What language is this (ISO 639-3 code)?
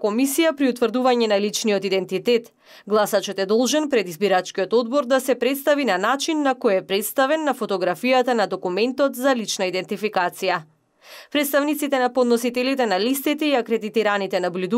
mkd